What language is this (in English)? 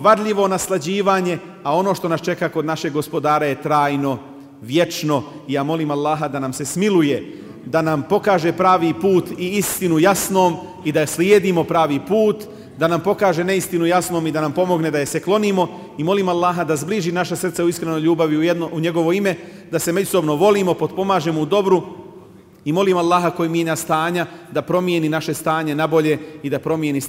Bosnian